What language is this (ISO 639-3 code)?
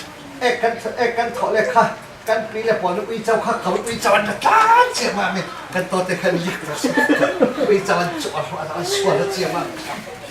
cfm